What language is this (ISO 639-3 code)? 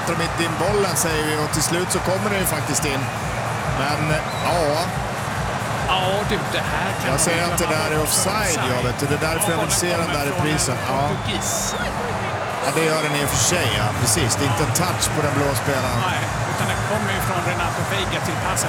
swe